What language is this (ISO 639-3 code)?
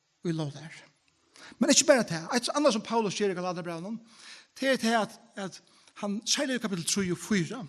fao